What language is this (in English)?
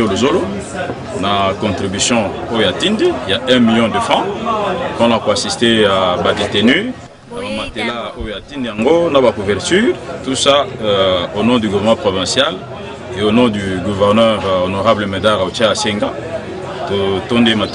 Lingala